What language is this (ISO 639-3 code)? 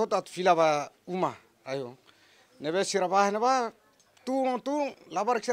tet